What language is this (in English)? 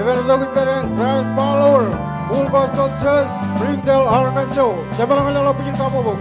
Marshallese